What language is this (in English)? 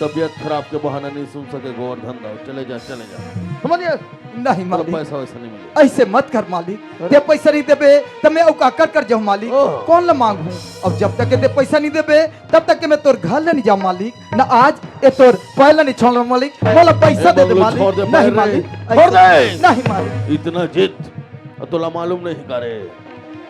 Chhattisgarhi